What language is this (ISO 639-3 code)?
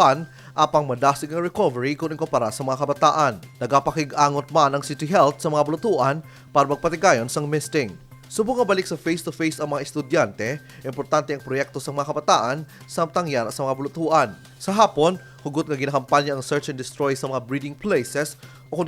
hil